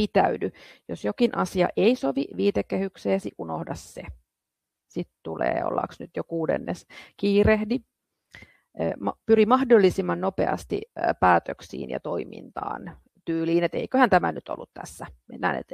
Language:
Finnish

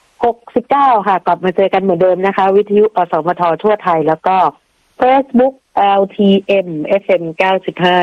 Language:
Thai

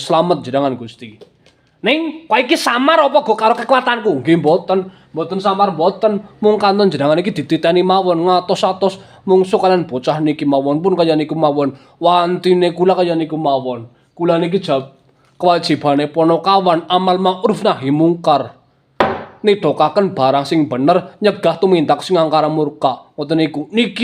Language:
Javanese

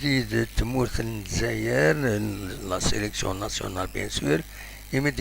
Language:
Kabyle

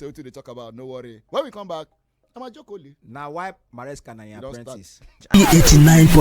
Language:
Nigerian Pidgin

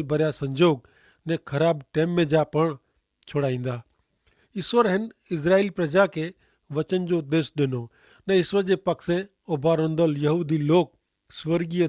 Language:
Kachhi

